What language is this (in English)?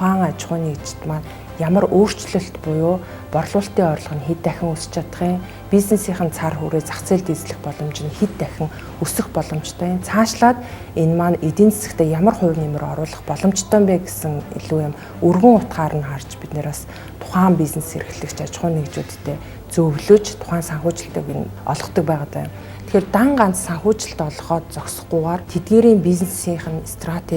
Mongolian